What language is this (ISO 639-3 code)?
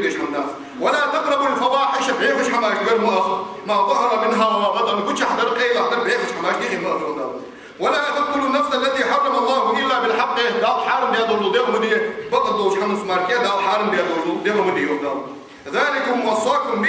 inh